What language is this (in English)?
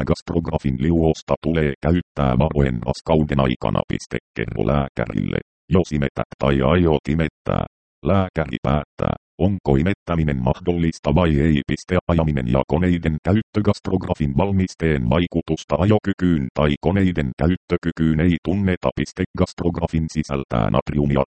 Finnish